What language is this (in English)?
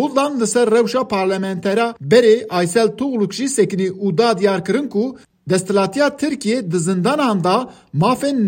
Kurdish